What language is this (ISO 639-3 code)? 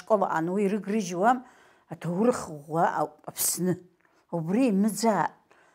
abk